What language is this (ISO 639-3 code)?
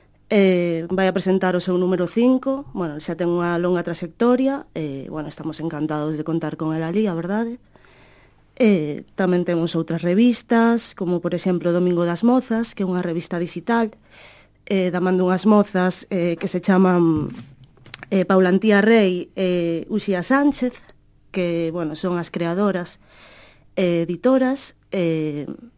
glg